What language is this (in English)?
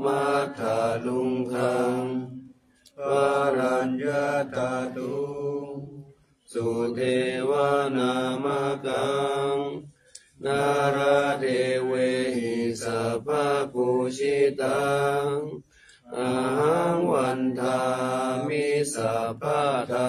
Pali